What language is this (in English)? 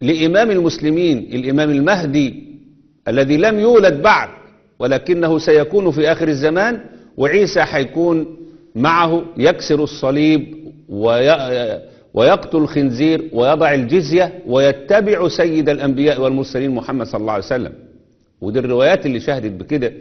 Egyptian Arabic